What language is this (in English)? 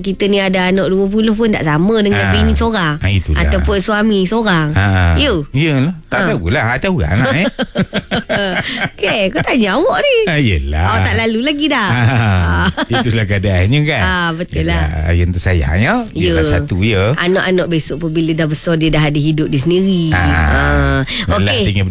Malay